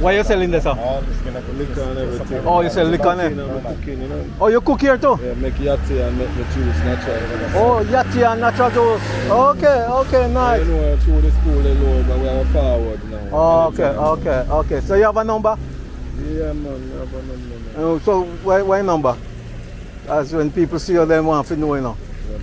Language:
Jamaican Creole English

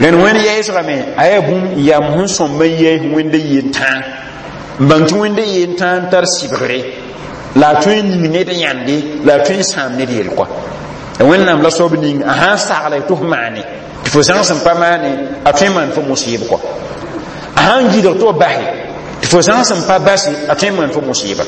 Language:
Mossi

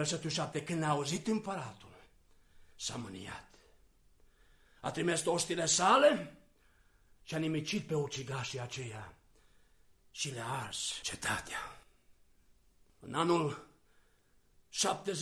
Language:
Romanian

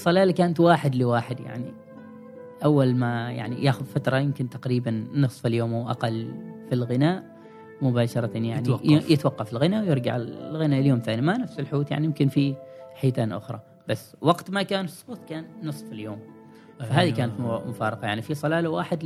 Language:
Gulf Arabic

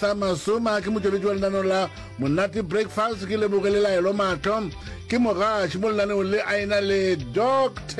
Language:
Northern Sotho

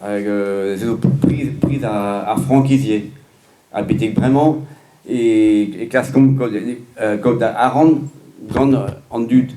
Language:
Breton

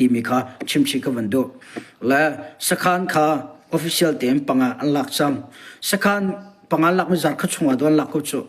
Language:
Hakha Chin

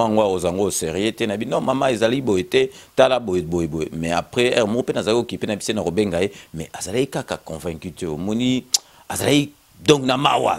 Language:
Lingala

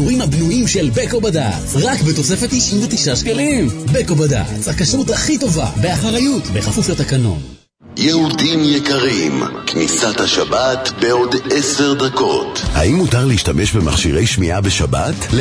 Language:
Hebrew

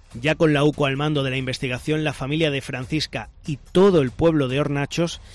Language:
Spanish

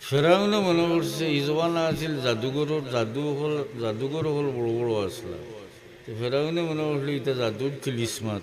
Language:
Sylheti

